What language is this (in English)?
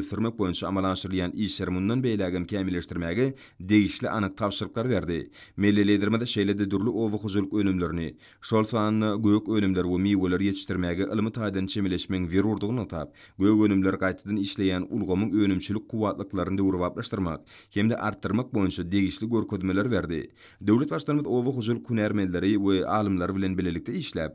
Turkmen